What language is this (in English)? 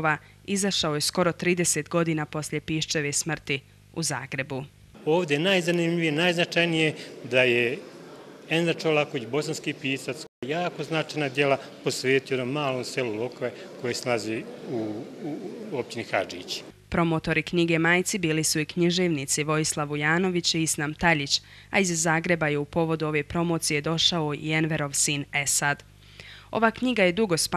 Bosnian